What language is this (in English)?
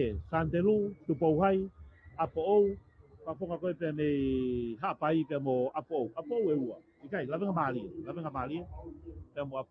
Tongan